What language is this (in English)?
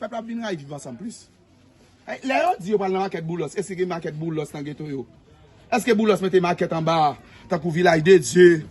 Haitian Creole